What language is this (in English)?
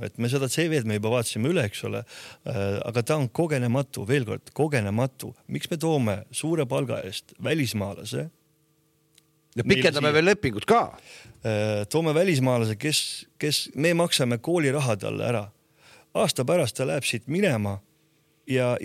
Estonian